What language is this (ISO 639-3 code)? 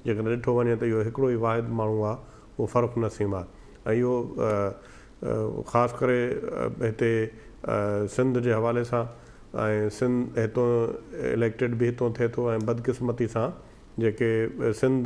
snd